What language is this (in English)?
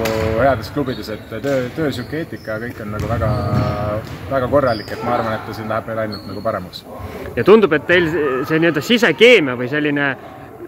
Estonian